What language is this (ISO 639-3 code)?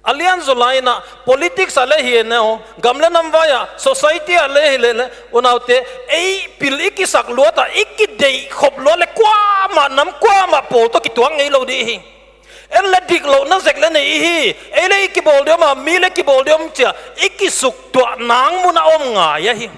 pck